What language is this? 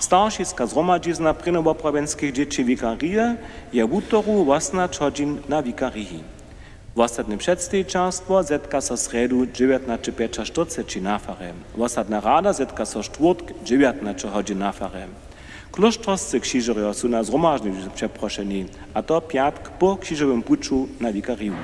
Upper Sorbian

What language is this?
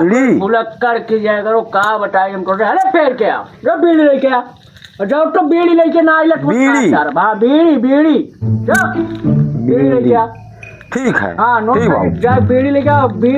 Awadhi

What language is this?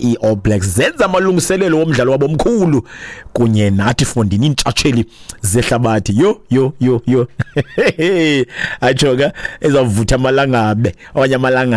Xhosa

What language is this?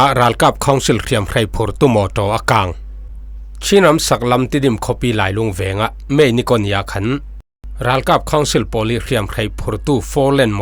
Falam Chin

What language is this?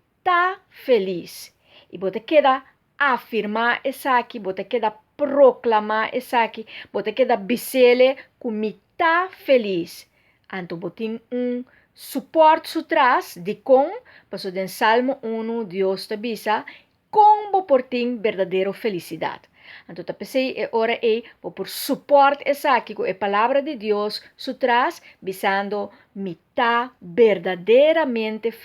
Papiamento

